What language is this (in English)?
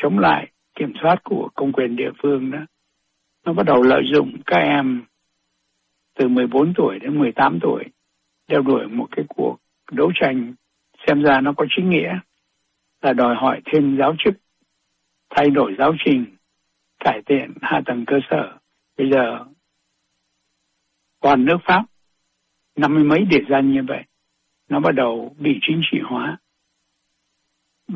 Vietnamese